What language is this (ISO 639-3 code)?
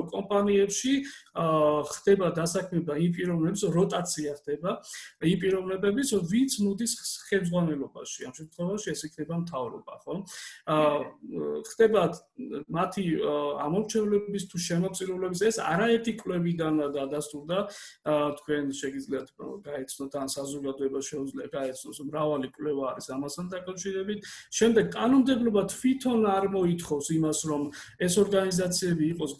kat